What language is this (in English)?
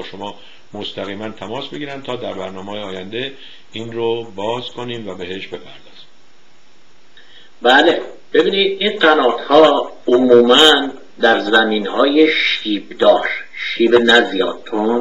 Persian